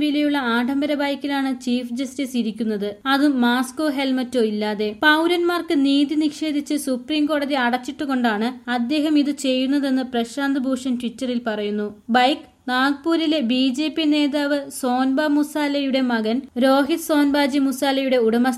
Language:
Malayalam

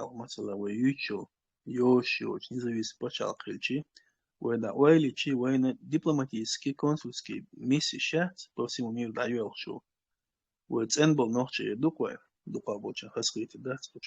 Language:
Chechen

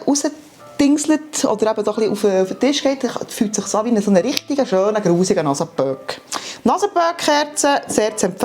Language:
Swiss German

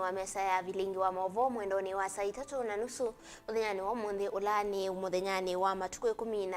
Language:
Kamba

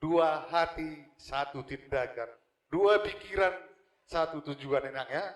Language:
Batak Toba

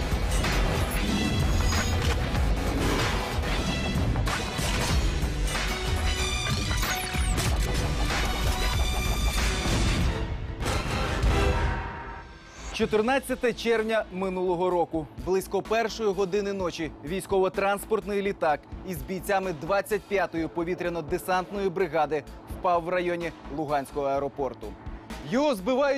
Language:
Ukrainian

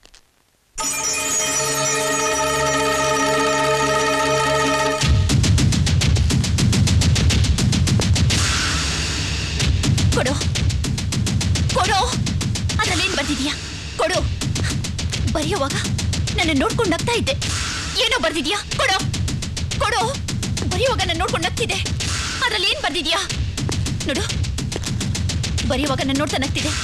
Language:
Kannada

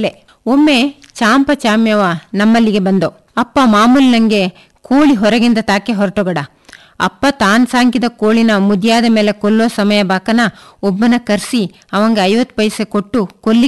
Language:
Kannada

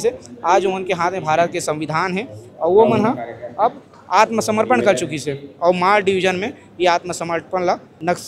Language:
Chhattisgarhi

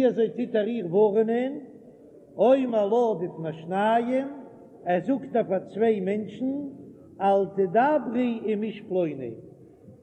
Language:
Yiddish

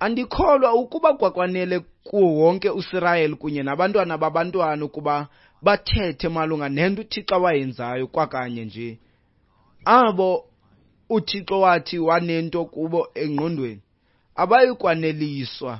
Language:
Xhosa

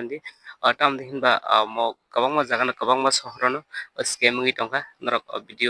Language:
Kok Borok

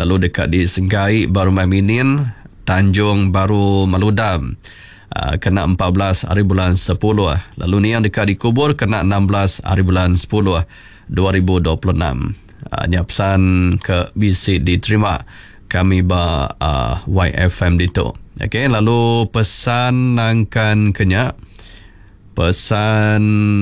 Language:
Iban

